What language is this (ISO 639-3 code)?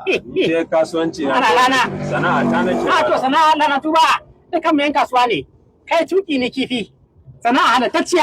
hau